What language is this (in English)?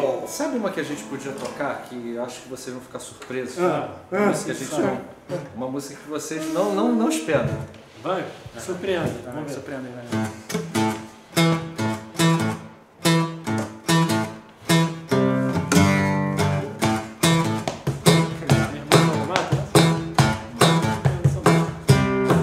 Portuguese